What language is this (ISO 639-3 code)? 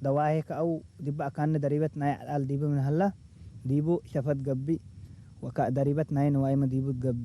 tig